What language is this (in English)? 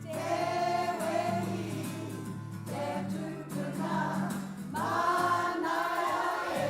Māori